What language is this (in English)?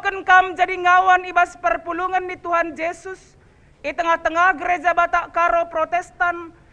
Batak Karo